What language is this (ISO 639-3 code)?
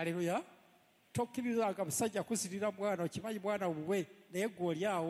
lug